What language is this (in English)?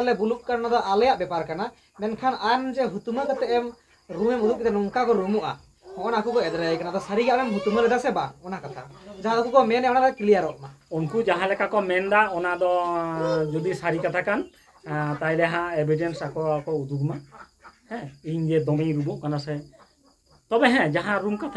Santali